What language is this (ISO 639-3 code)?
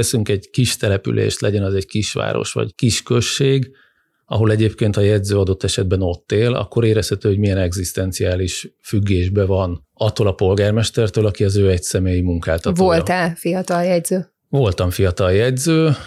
hun